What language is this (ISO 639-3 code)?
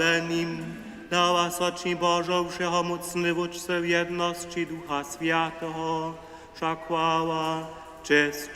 hsb